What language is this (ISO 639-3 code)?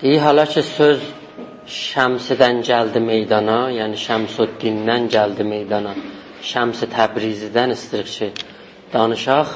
azb